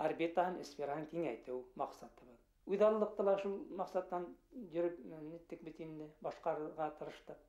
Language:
Bashkir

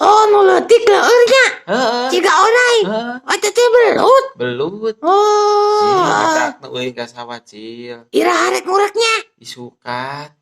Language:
Sundanese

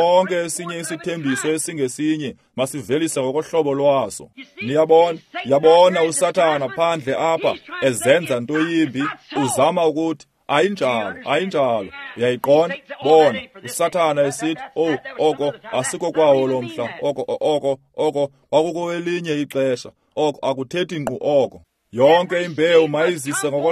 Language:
Xhosa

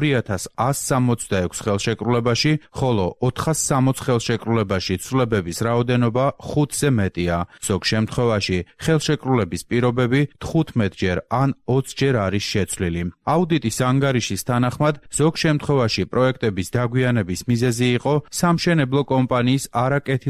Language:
Georgian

